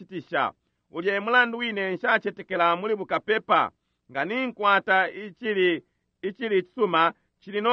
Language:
Bemba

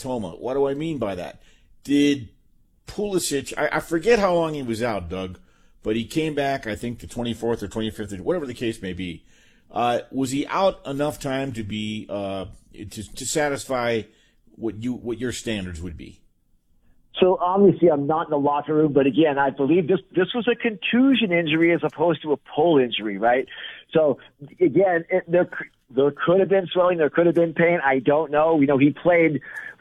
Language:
English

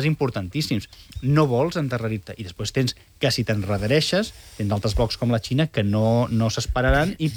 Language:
Catalan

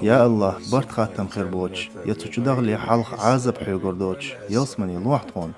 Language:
Chechen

